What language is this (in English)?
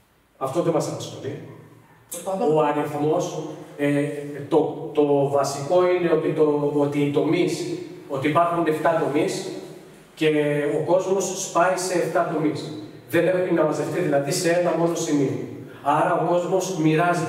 Greek